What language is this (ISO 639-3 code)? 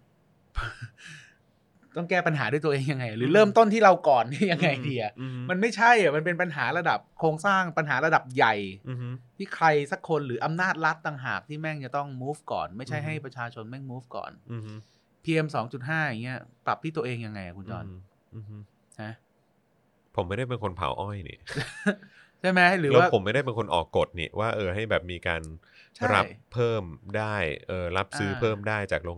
tha